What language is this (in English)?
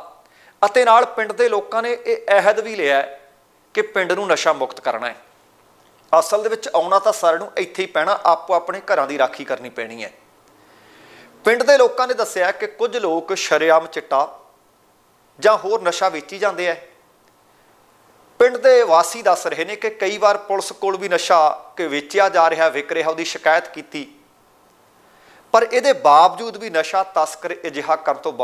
Punjabi